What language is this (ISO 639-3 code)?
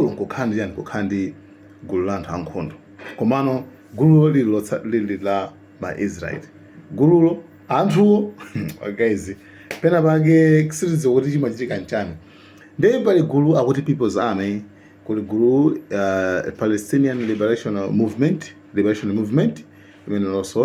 nya